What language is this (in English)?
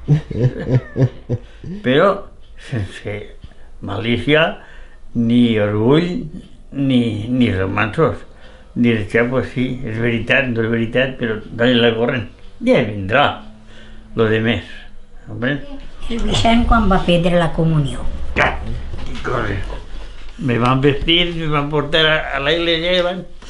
Catalan